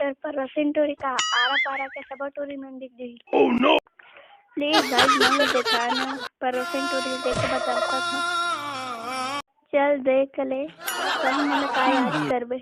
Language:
Chhattisgarhi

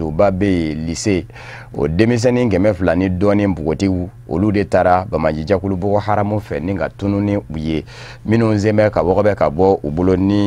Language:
Bambara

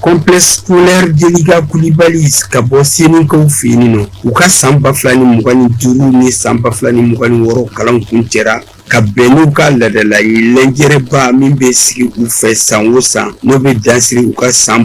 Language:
Bambara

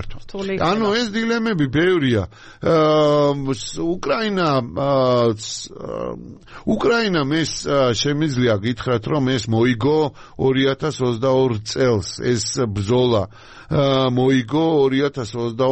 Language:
Georgian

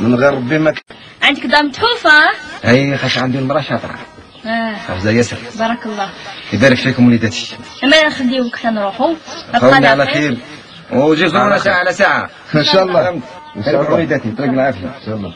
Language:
Algerian Arabic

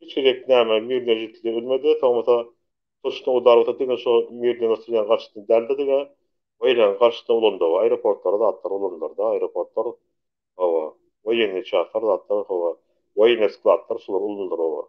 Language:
Turkmen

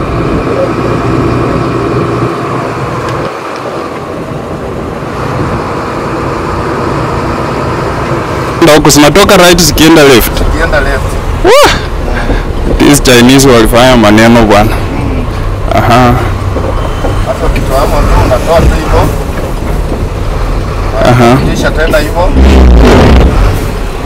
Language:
Swahili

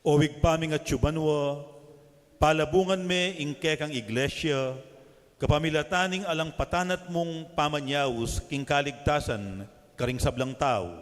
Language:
Pampanga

